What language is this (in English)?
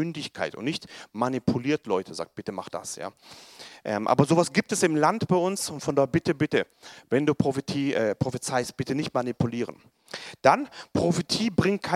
German